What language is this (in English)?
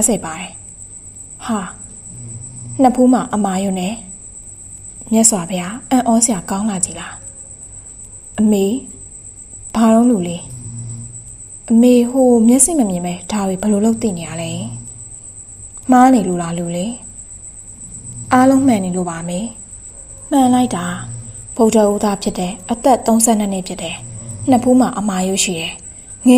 Burmese